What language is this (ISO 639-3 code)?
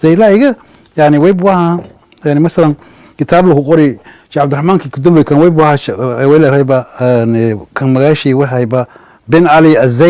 som